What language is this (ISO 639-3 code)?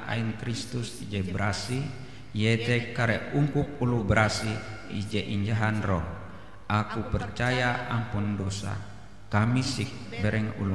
nij